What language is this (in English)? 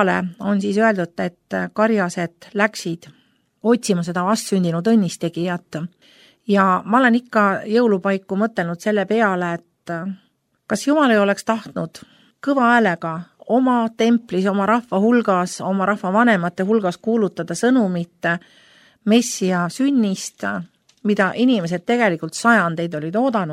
Estonian